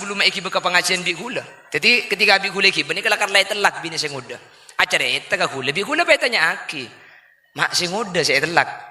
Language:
Madurese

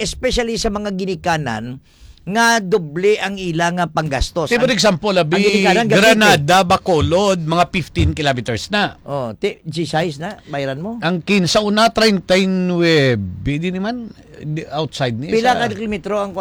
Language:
Hiligaynon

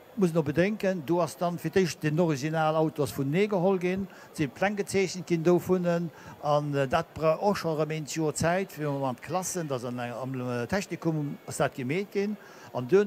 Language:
Luxembourgish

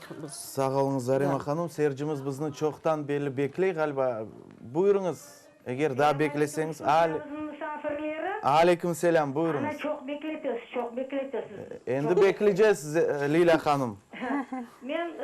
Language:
Crimean Tatar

